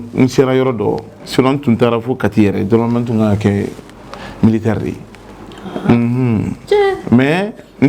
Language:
Bambara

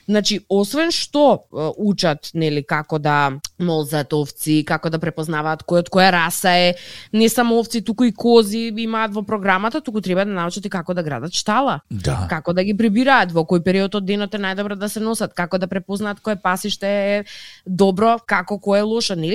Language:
Macedonian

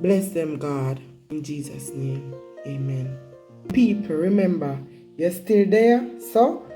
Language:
Jamaican Creole English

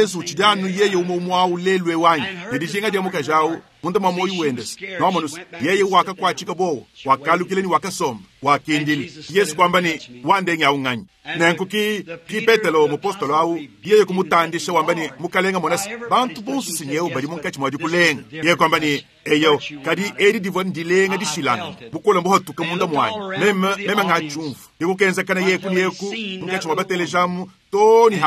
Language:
Luba-Lulua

